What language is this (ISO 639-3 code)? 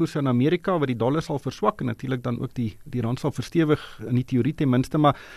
afr